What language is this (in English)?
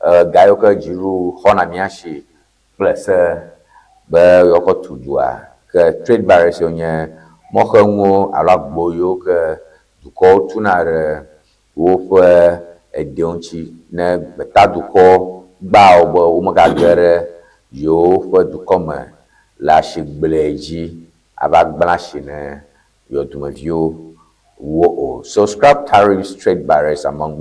Ewe